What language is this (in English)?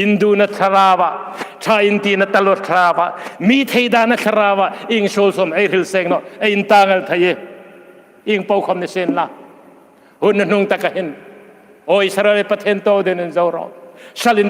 Hmar